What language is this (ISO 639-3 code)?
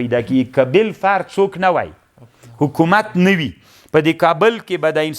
pus